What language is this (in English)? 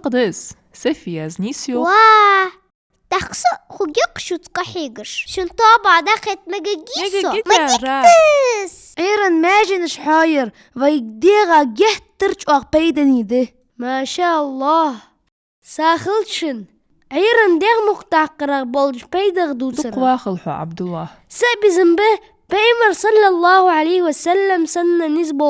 Ingush